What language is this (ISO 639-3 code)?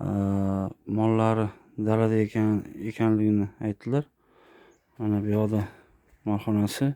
uzb